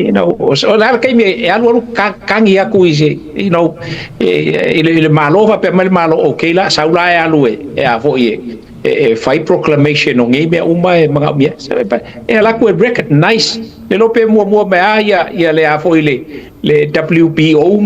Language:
Samoan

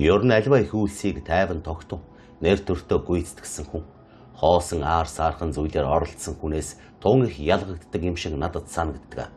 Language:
Mongolian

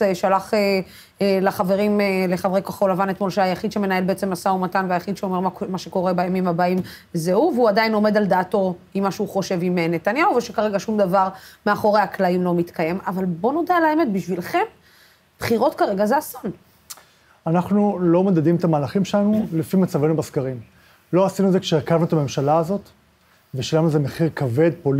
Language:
Hebrew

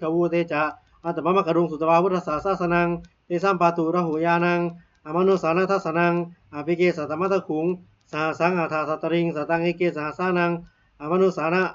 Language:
Pali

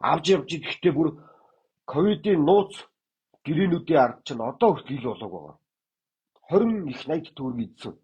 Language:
Mongolian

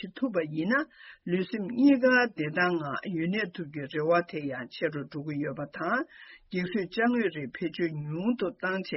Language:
Tibetan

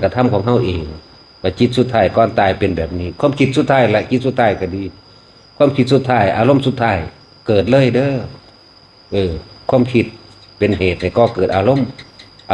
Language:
Northeastern Thai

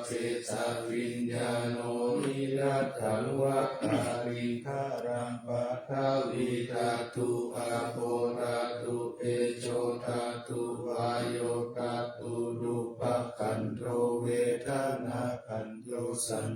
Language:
Pali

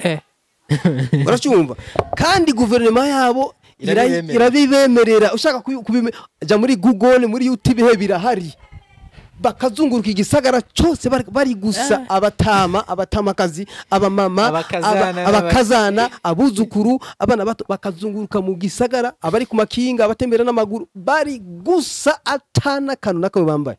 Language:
Rundi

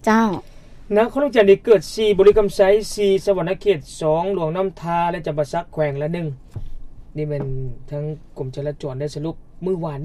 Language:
Lao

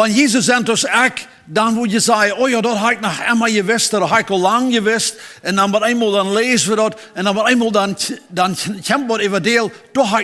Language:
Plautdietsch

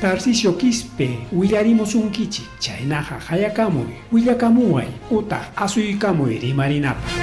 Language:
Ayacucho Quechua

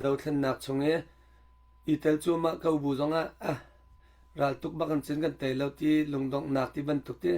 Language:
Hakha Chin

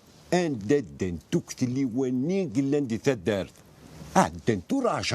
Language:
Kabyle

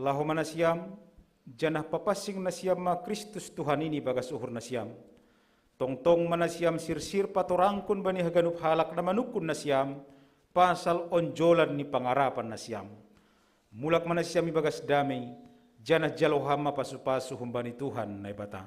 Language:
Batak Simalungun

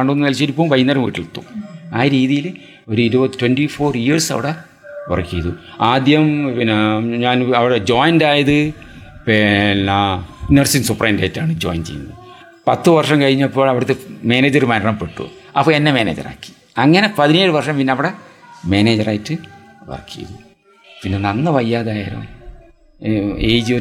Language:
Malayalam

